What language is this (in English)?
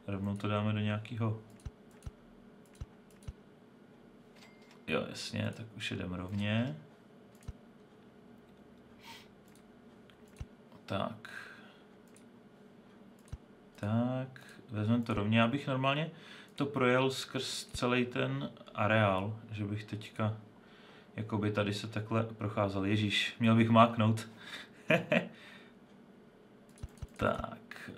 Czech